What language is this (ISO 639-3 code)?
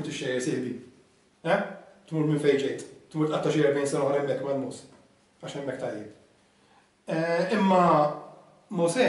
mlt